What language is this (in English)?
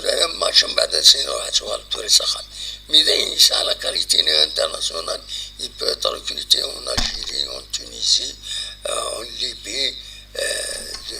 Kabyle